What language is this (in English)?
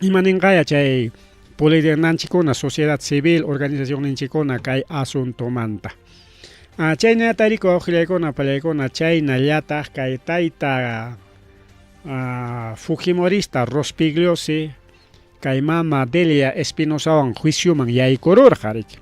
Ayacucho Quechua